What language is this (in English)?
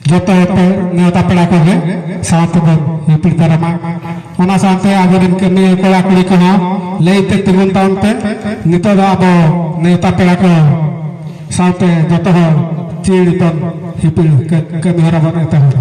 Santali